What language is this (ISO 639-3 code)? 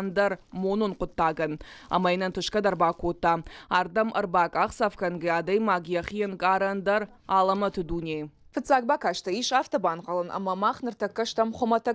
oss